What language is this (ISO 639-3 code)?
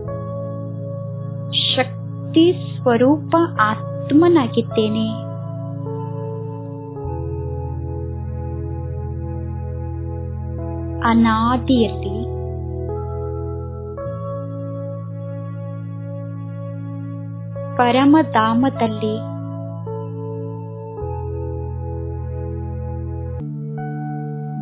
kan